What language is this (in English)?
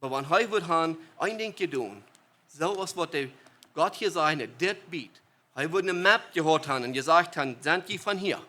Plautdietsch